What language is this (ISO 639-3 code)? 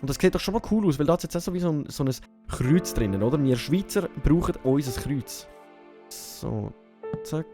gsw